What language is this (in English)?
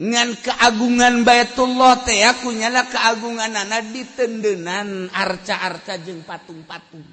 Sundanese